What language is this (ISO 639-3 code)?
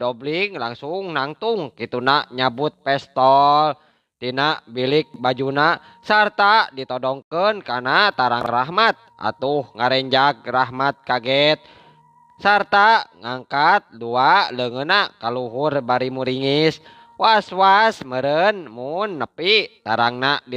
sun